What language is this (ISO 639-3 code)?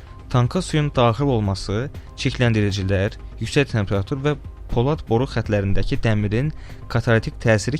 aze